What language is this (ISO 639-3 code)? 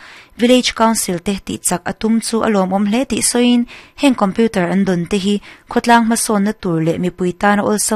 lus